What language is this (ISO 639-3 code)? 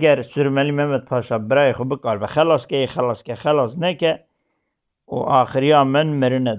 kur